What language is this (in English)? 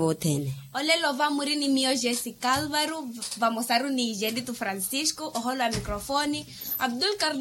Makhuwa